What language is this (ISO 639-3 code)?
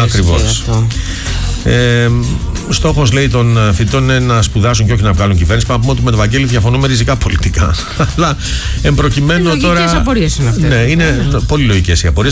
ell